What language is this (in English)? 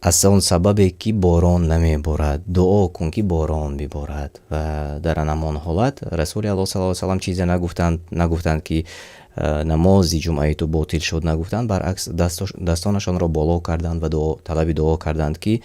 Tajik